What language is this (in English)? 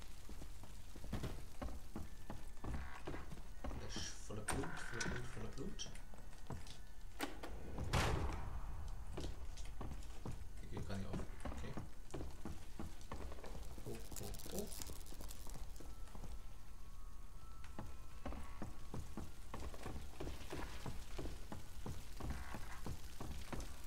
German